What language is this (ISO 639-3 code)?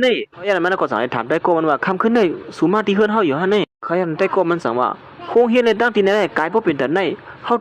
shn